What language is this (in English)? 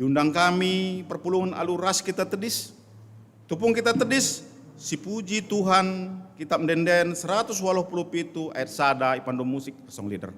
Batak Karo